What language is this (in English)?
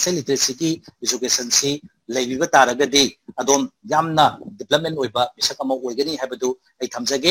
Manipuri